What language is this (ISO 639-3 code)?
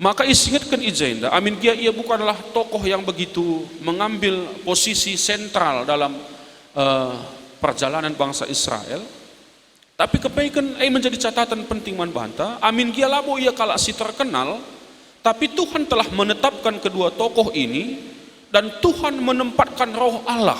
btx